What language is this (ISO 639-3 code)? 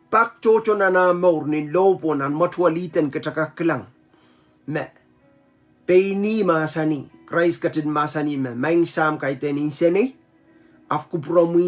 pon